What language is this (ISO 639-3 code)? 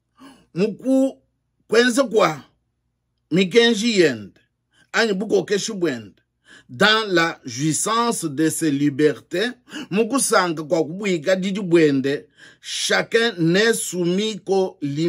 lua